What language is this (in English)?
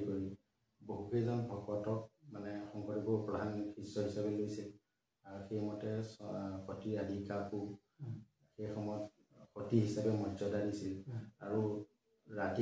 Assamese